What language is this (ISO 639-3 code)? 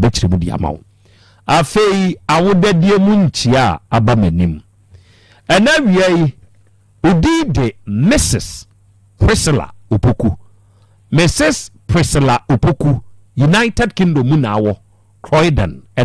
aka